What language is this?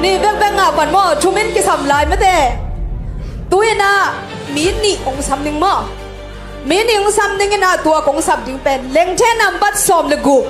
Tedim Chin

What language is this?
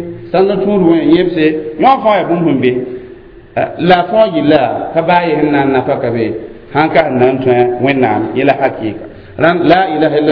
Mossi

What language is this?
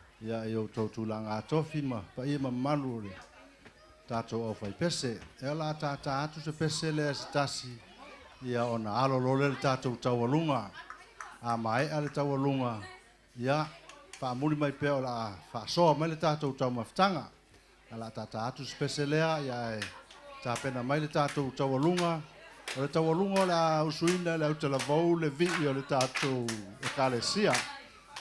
Samoan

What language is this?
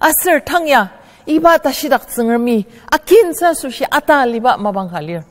Ao Naga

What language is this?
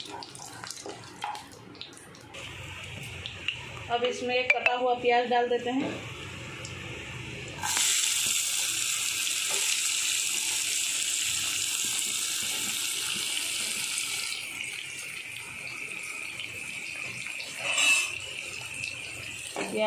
Hindi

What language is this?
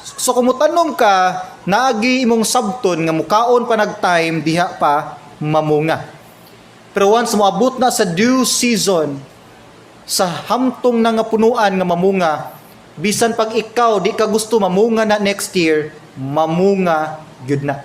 Cebuano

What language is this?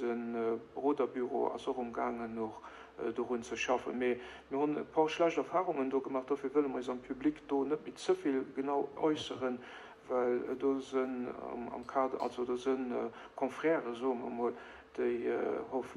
Luxembourgish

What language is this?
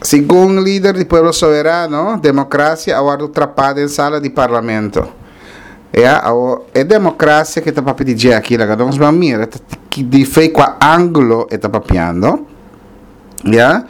Papiamento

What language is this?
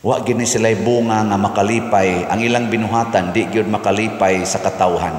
Cebuano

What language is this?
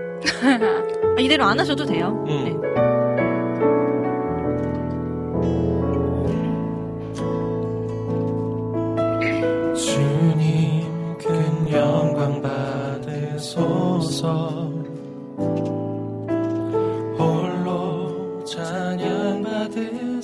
Korean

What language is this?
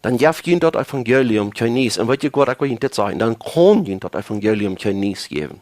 Plautdietsch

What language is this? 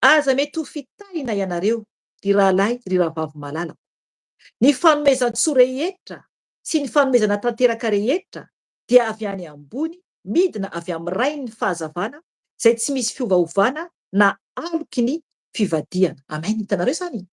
Malagasy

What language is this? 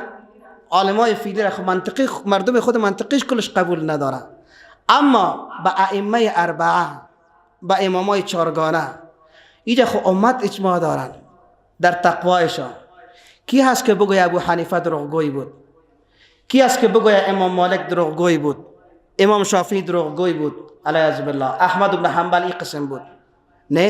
Persian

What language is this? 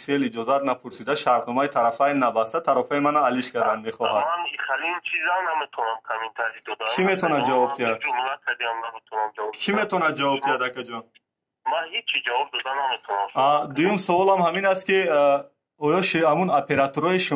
Tajik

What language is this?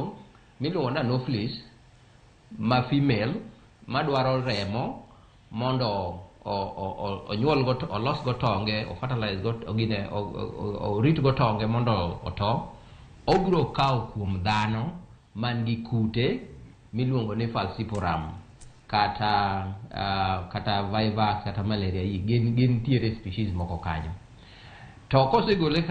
Luo (Kenya and Tanzania)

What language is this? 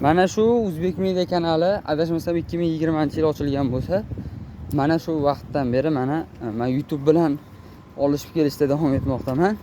Uzbek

